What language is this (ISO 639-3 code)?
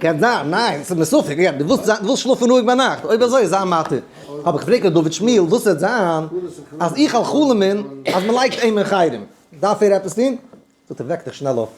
yid